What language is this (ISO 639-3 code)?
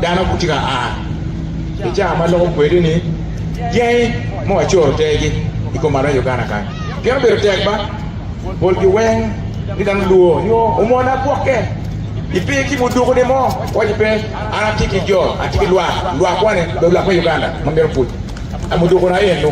ach